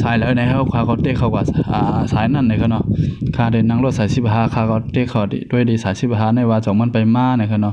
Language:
Shan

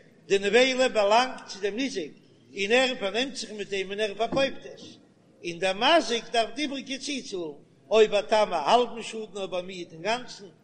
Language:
Yiddish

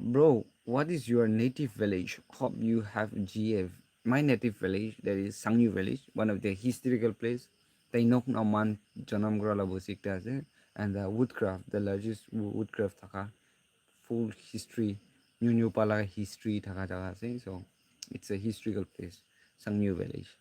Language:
Naga Pidgin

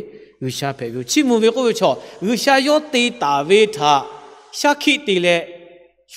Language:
Lahu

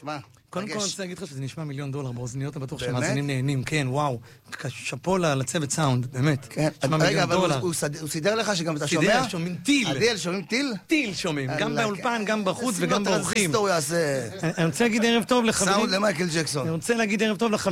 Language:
Hebrew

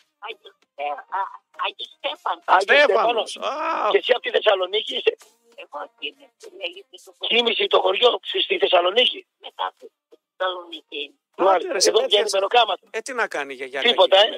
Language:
Greek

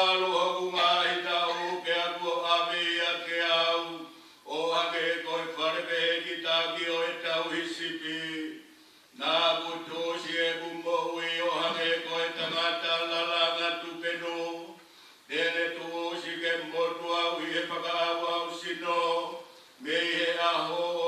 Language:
Tongan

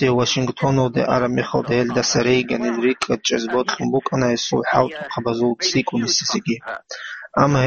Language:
Avaric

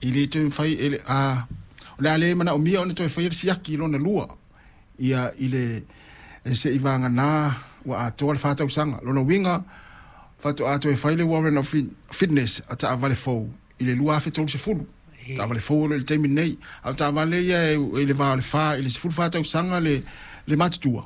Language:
Samoan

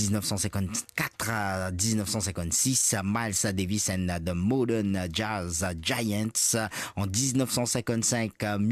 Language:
Morisyen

